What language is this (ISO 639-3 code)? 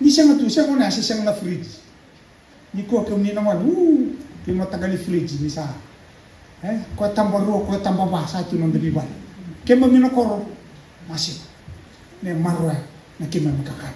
fij